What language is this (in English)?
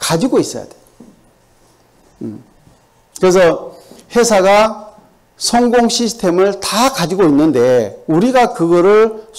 Korean